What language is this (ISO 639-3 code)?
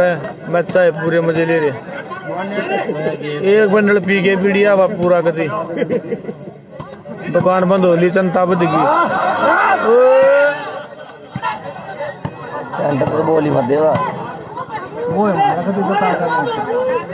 hin